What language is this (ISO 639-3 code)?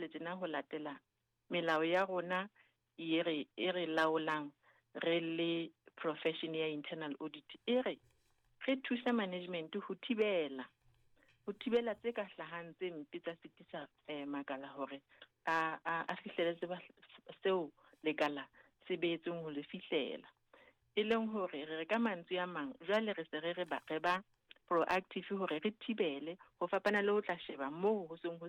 sot